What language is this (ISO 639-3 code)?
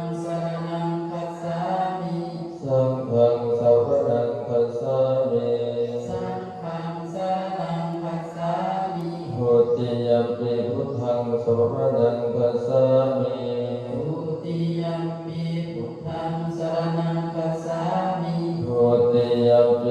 pli